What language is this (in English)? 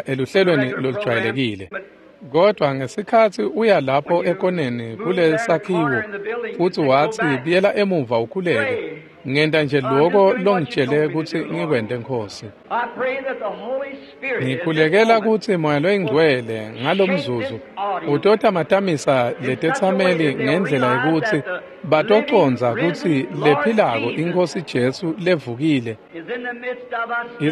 Swati